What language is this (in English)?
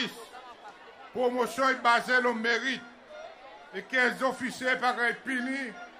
Seselwa Creole French